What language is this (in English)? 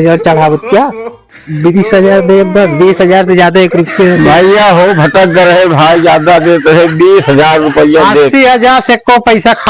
Awadhi